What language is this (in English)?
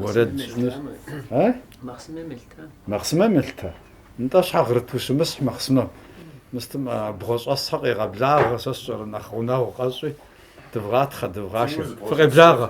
Kabardian